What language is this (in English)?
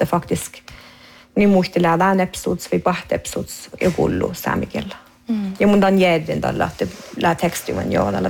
Northern Sami